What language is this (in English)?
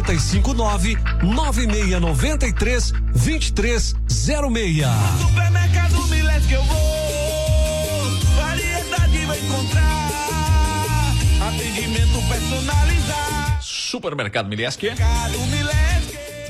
Portuguese